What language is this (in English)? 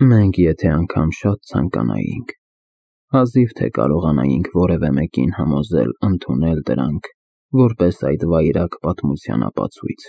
Armenian